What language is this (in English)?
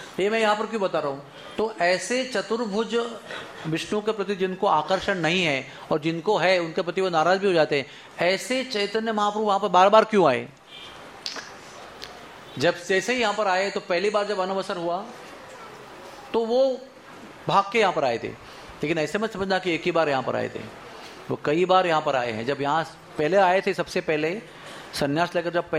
Hindi